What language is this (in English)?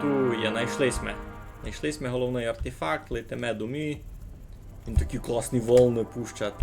Rusyn